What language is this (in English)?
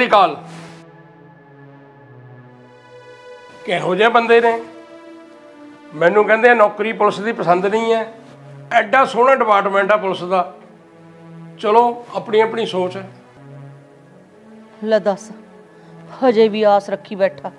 Punjabi